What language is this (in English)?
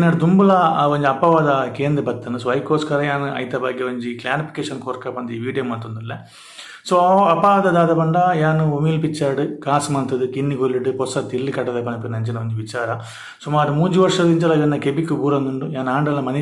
Tulu